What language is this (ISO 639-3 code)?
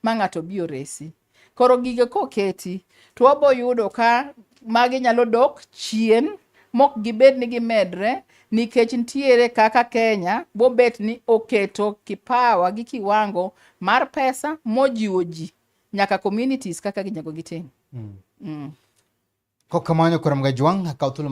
luo